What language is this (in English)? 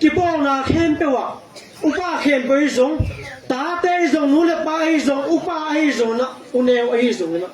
Tedim Chin